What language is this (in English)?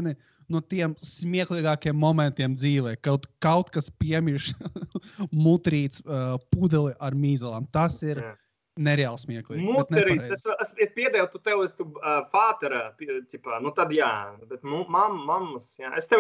Latvian